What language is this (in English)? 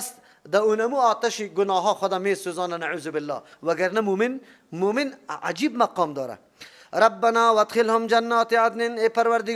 Persian